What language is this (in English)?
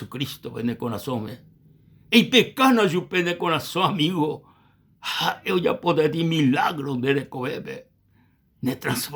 Guarani